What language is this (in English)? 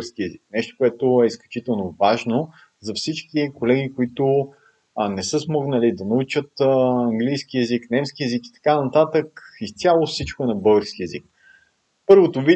Bulgarian